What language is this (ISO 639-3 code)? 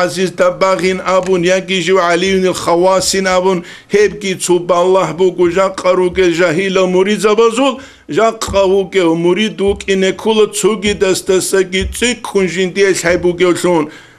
ava